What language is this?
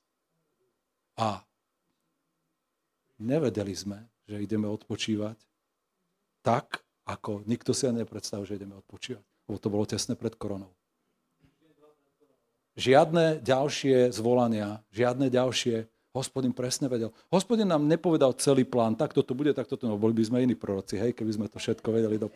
Slovak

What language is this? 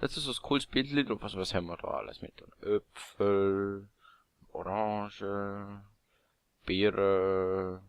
Swiss German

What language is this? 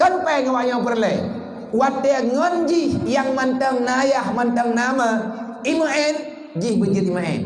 Achinese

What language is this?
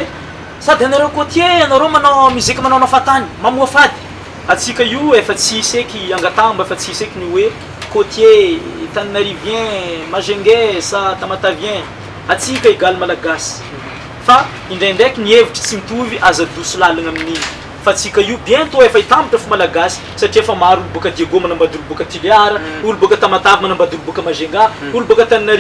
Malagasy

